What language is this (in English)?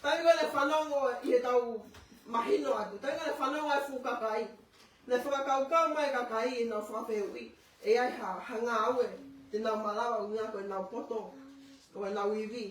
Tongan